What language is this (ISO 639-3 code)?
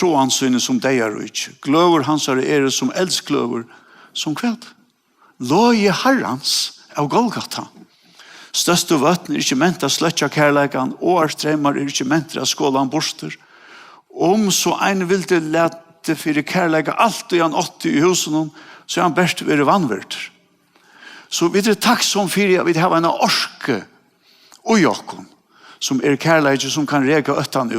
fao